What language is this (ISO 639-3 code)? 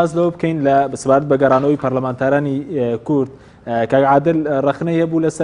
ckb